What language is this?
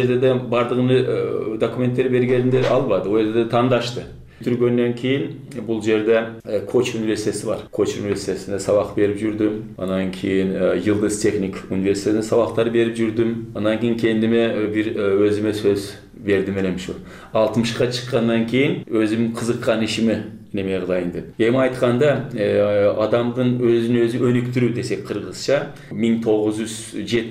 Kyrgyz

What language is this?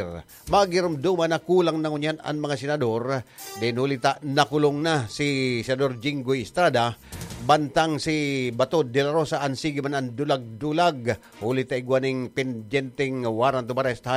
Bikol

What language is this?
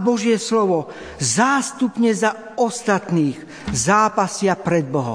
Slovak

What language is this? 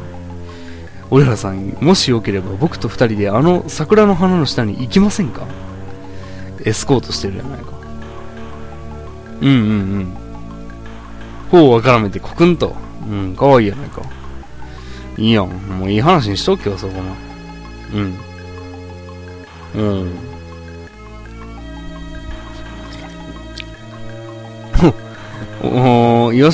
Japanese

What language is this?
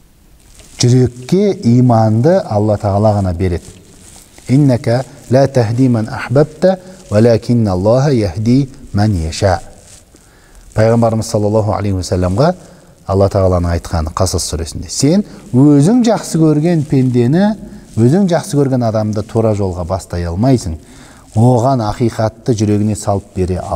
Kazakh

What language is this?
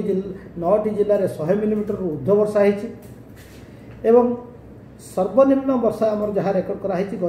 Odia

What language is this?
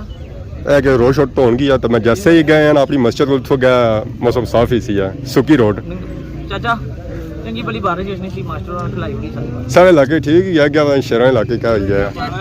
Pahari-Potwari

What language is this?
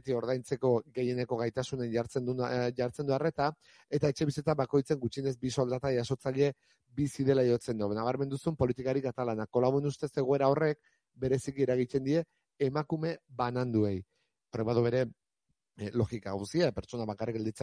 Basque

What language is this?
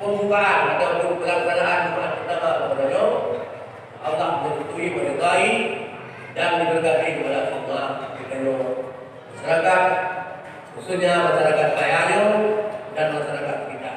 Achinese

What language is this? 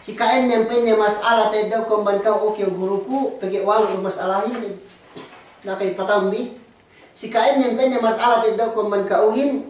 Yakan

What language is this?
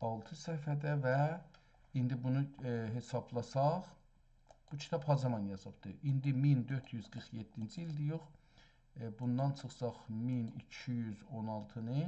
South Azerbaijani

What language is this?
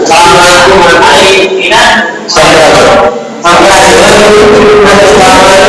Sundanese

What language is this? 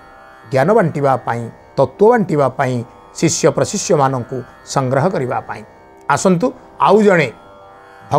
Odia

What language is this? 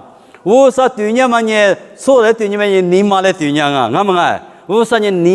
Lisu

